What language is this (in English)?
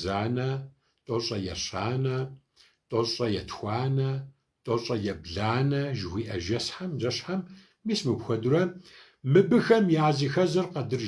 Kabardian